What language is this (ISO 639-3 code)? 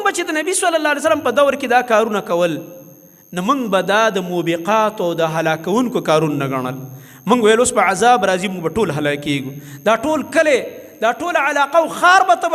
pus